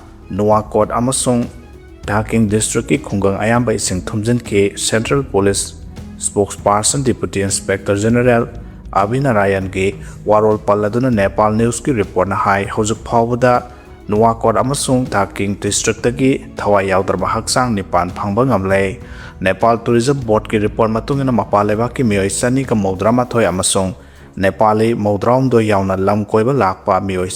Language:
Manipuri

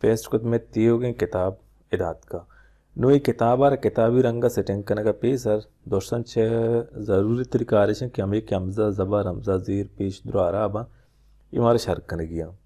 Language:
Baluchi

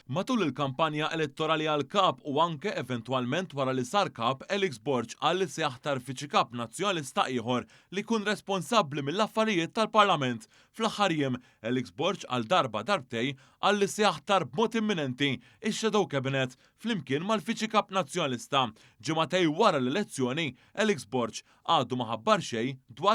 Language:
Maltese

